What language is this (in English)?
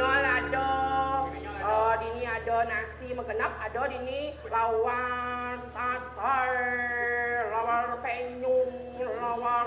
Balinese